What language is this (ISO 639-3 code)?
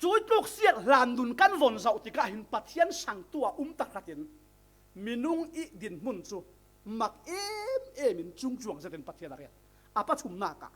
cfm